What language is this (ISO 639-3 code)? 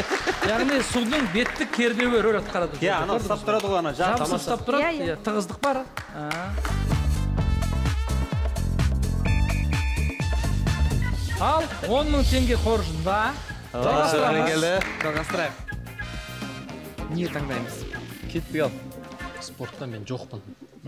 kaz